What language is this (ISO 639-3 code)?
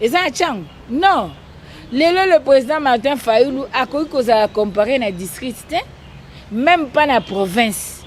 lin